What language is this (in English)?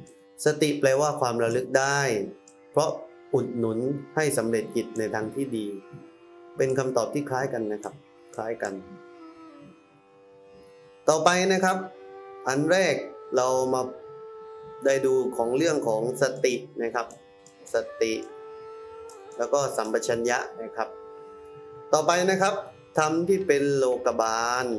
Thai